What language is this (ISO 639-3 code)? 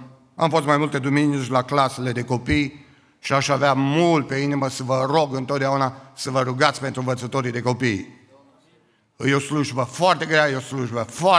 ron